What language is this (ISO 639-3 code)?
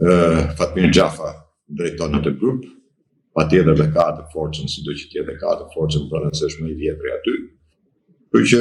sqi